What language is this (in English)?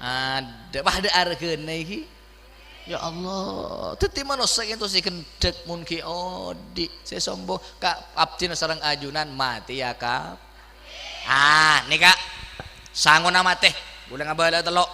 Madurese